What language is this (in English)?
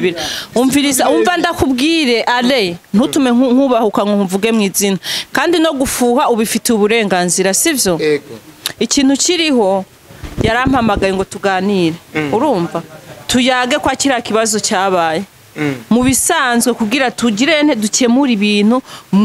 Rundi